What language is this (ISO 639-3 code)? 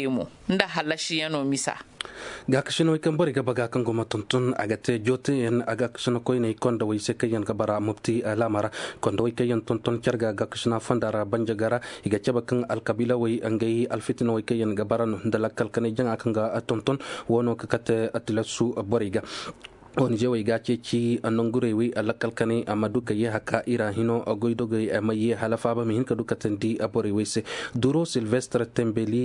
dje